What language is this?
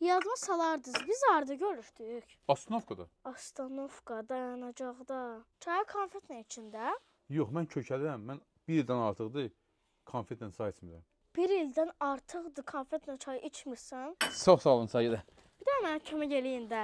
Azerbaijani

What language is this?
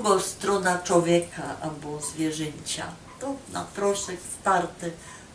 Silesian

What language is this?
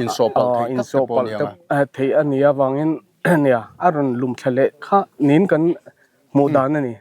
Mizo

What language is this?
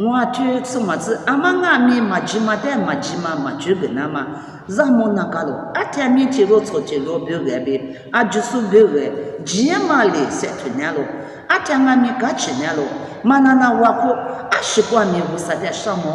Lisu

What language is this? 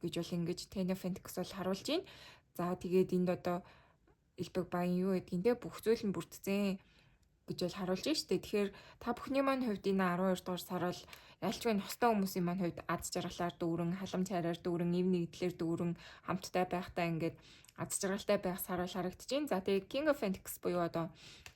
Mongolian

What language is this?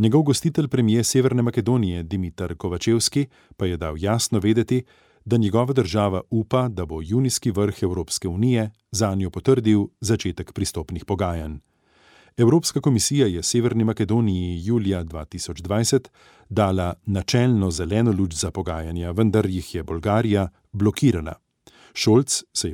Slovenian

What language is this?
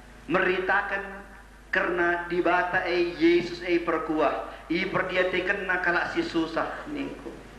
Batak Karo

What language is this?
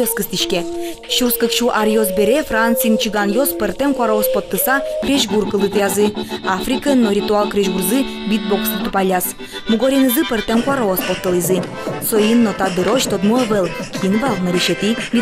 Udmurt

